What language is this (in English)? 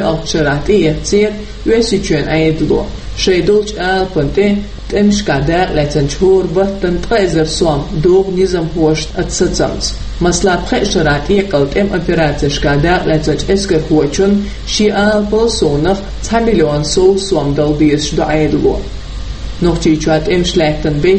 Chechen